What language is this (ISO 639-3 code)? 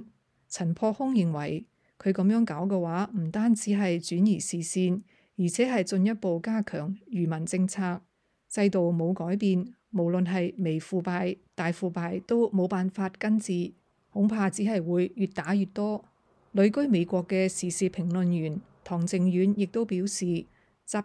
yue